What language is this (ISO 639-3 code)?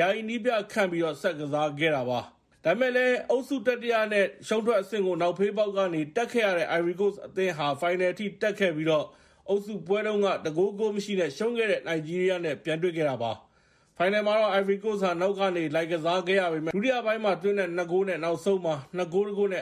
mya